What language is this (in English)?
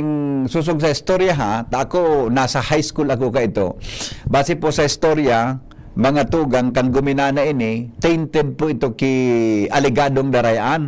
Bikol